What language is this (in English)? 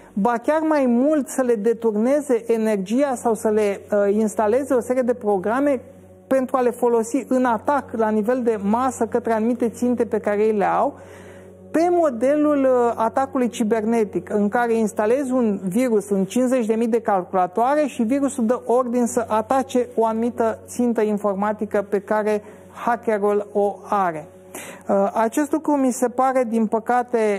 Romanian